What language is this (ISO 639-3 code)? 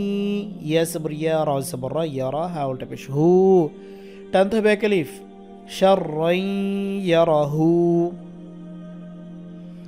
ben